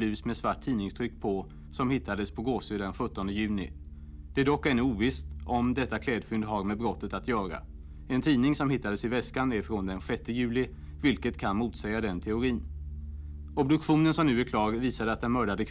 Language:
Swedish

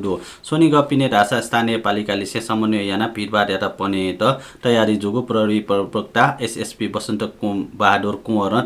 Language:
Newari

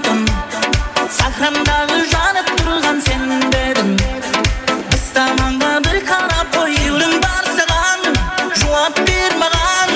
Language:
Kara-Kalpak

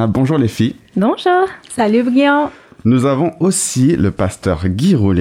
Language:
French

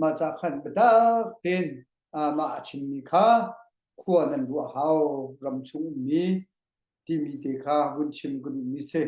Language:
Hakha Chin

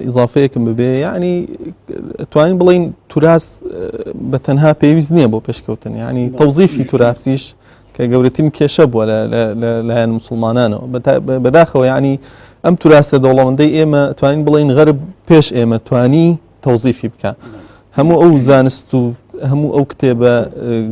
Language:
Central Kurdish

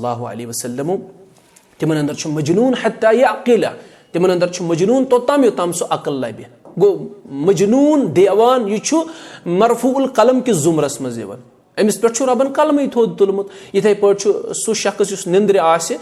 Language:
Kashmiri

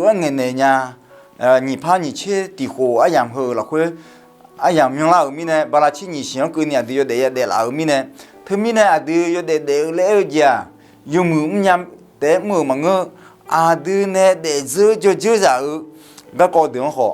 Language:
Akha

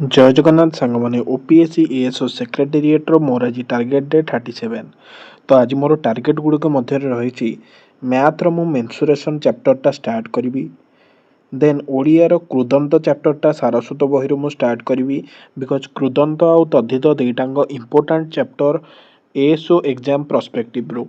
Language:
Odia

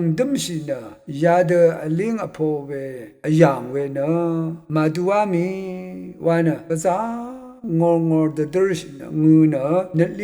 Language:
Rawang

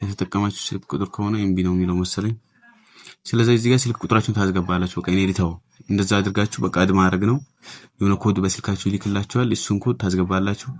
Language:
Amharic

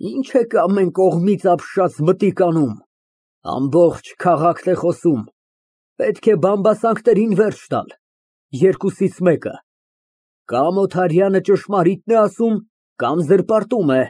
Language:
Armenian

